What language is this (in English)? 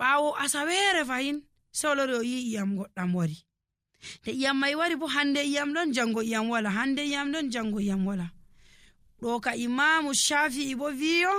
Nigerian Fulfulde